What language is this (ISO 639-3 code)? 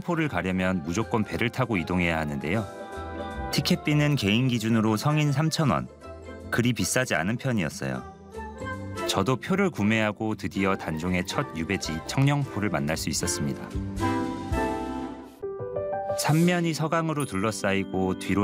kor